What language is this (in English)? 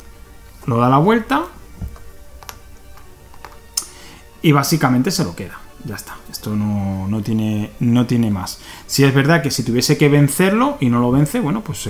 Spanish